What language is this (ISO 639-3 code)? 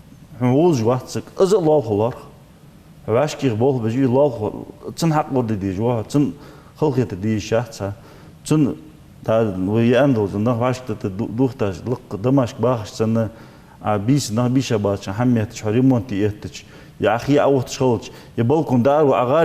inh